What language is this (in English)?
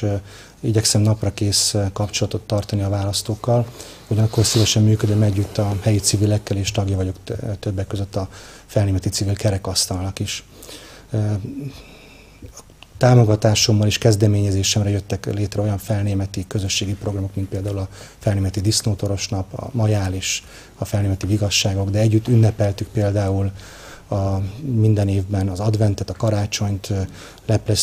Hungarian